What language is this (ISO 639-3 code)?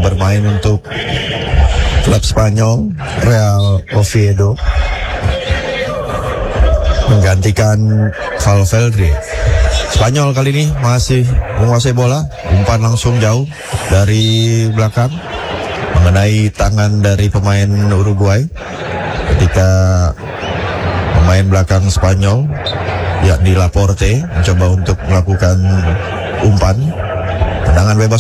ind